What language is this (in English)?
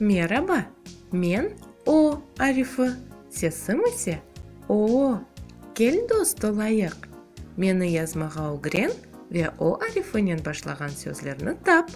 Crimean Tatar